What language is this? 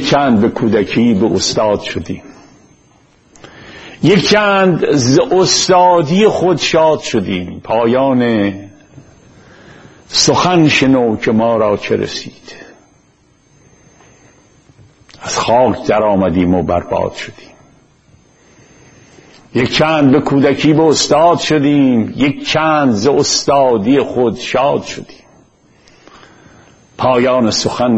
Persian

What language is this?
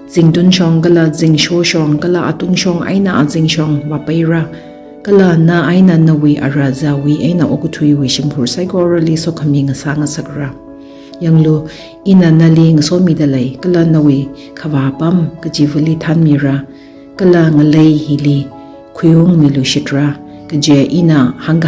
Tangkhul Naga (India)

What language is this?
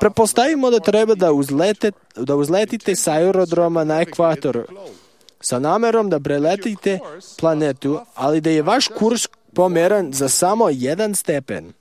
Serbian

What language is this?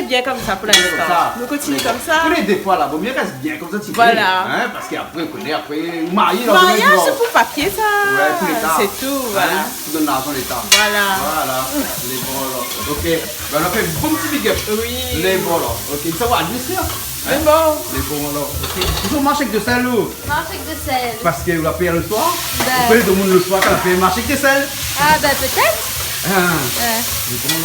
Réunion Creole French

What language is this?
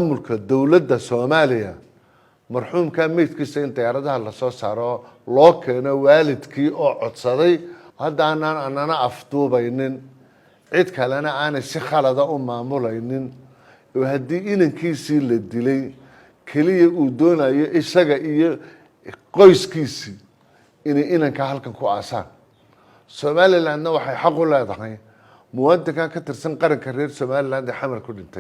Somali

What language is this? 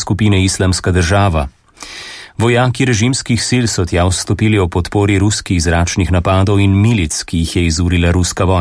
Slovenian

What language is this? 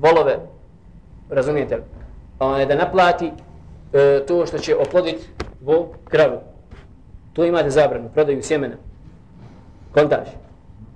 Bosnian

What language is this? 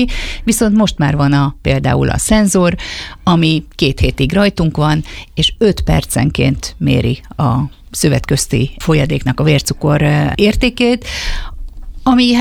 Hungarian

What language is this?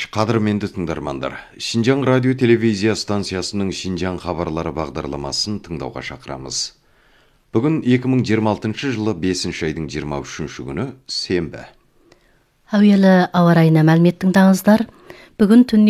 Kazakh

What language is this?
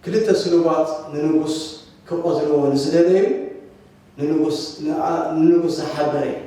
Tigrinya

